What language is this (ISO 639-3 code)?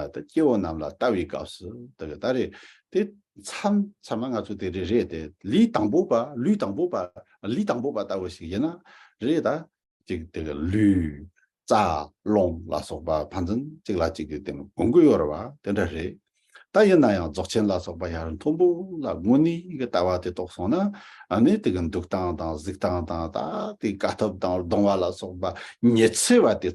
bod